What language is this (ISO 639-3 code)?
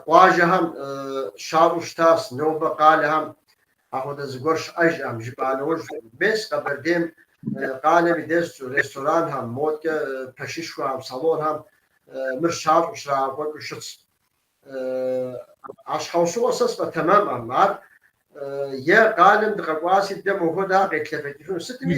kbd